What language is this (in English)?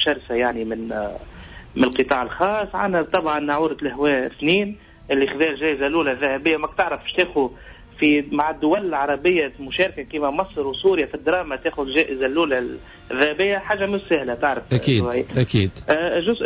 Tunisian Arabic